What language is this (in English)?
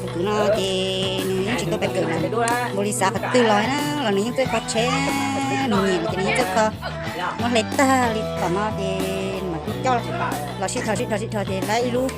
Hmong